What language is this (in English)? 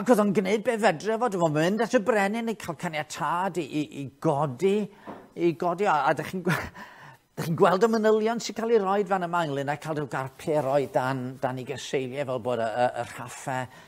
Welsh